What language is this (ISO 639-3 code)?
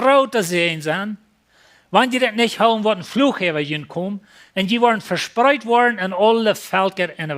pdt